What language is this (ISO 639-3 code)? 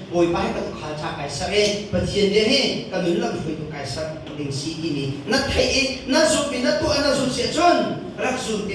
cnh